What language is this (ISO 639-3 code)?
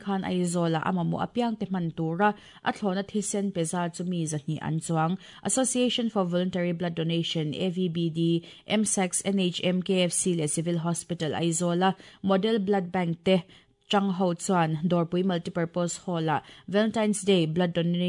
lus